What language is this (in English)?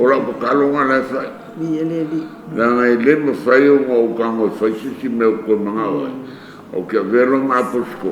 Samoan